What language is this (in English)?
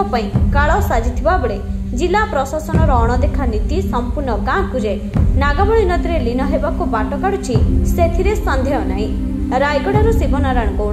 Odia